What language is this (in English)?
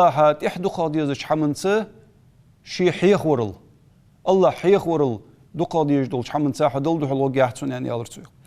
Ingush